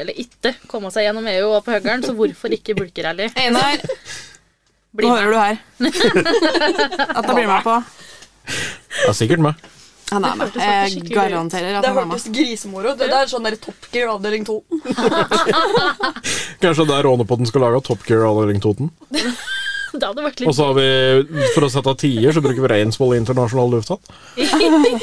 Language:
Norwegian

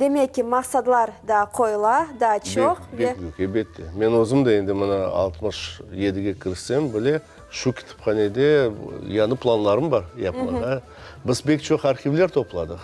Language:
Crimean Tatar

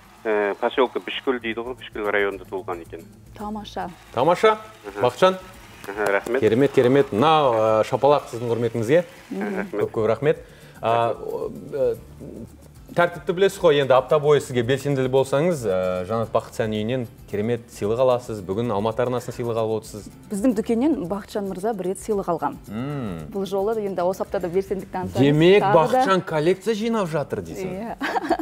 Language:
Kazakh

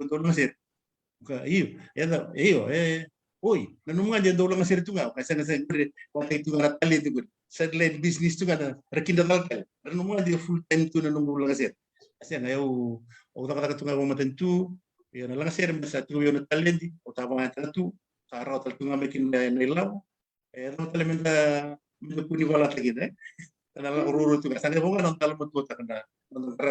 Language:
Fijian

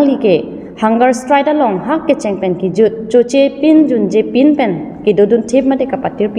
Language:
Karbi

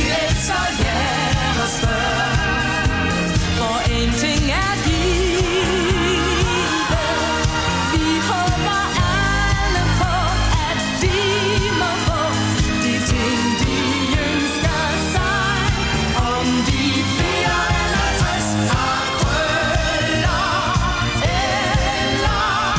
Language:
Danish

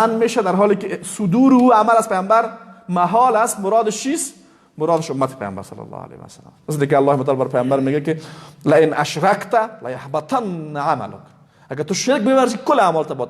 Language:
Persian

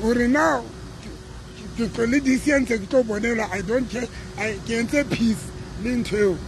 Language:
Southern Sotho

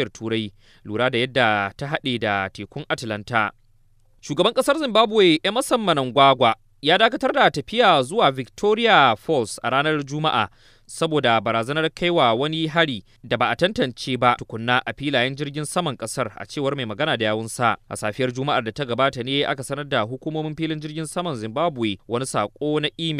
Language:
Hausa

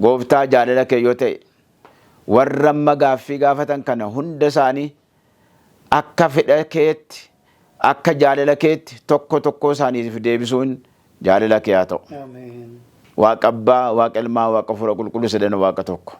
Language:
Oromo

